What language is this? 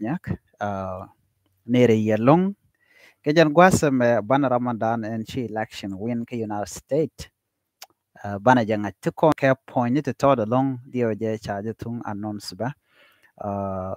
Nuer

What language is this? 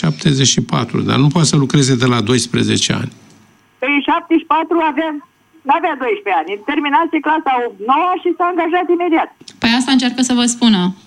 Romanian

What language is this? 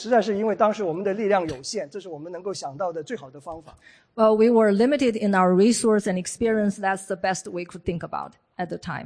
Chinese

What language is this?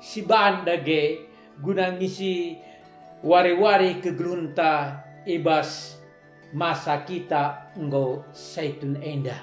Batak Karo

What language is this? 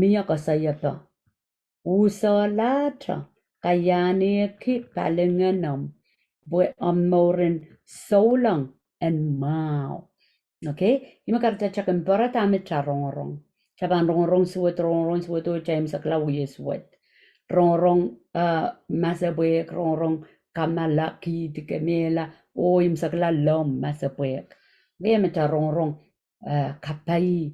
Pohnpeian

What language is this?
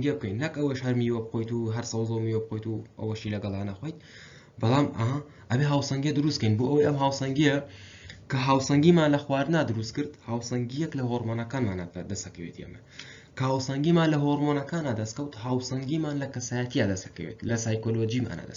Central Kurdish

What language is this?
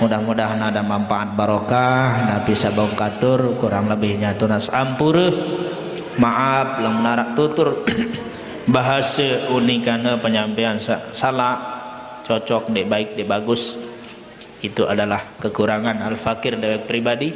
Sasak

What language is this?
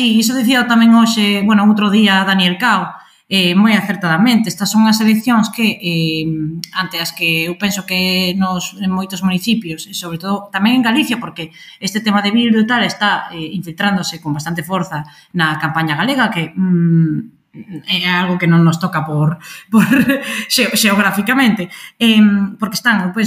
Galician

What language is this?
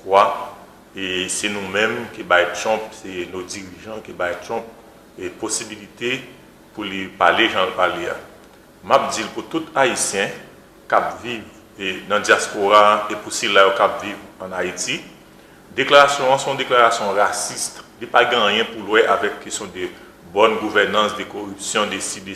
Haitian Creole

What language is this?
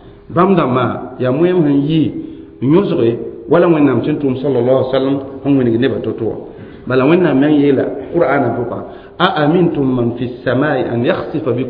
Mossi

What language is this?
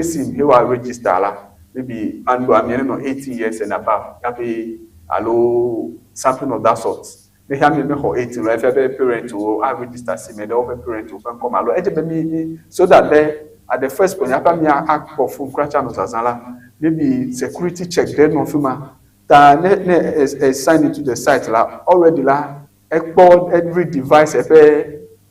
Ewe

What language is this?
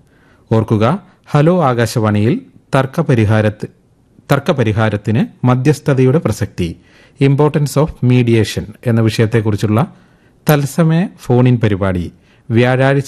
Malayalam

